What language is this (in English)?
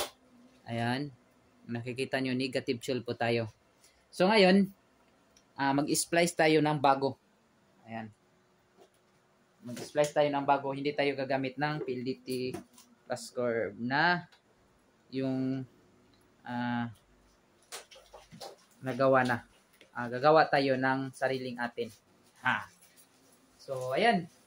Filipino